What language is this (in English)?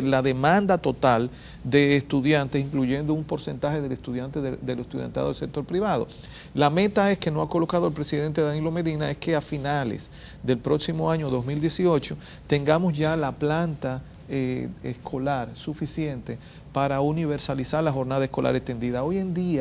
Spanish